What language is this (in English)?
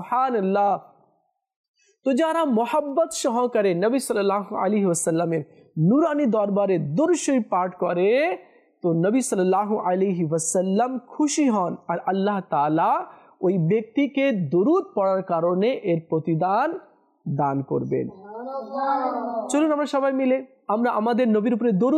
Bangla